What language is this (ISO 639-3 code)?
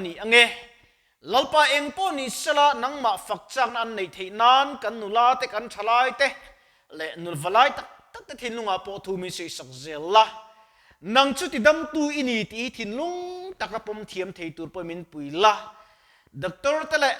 lus